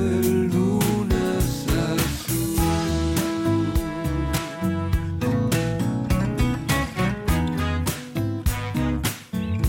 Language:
Basque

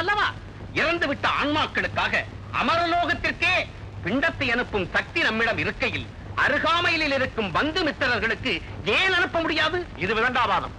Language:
Tamil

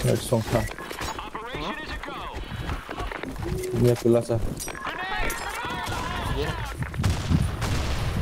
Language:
Malay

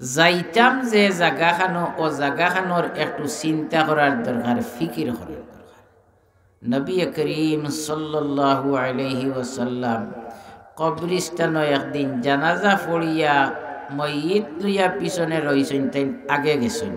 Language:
Sylheti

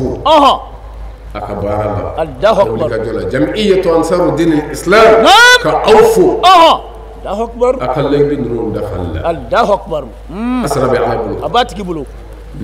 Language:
Bambara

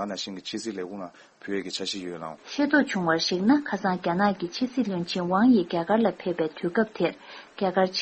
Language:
Tibetan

